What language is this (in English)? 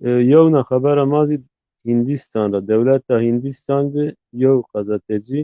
Zaza